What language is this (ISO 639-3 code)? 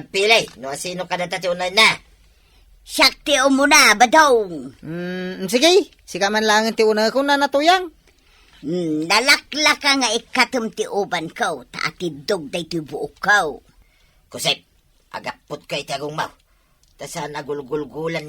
ilo